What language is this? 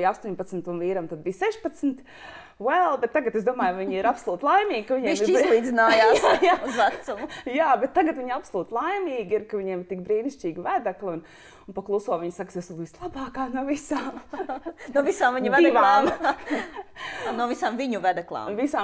Latvian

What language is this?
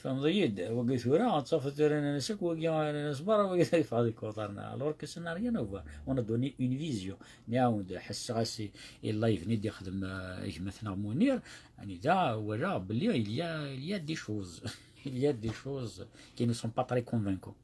Kabyle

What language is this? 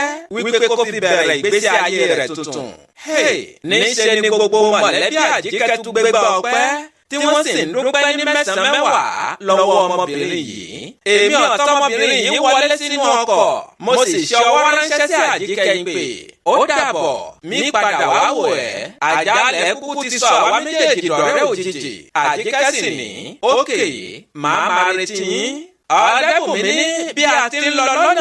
Yoruba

